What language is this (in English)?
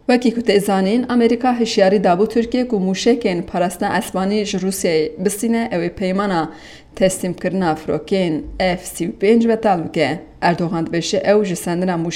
Kurdish